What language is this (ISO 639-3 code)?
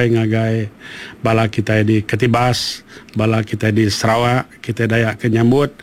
iba